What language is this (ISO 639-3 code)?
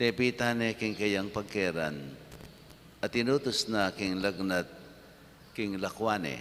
pam